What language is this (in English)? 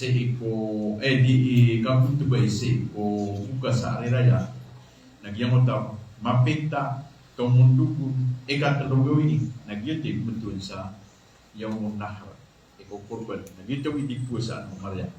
Maranao